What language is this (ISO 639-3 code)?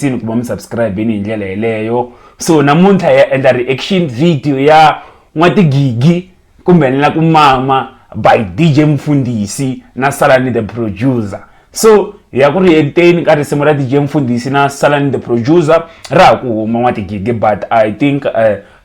tso